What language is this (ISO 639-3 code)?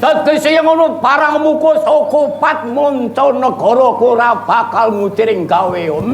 jav